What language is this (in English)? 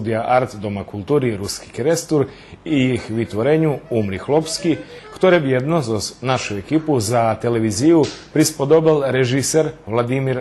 Rusyn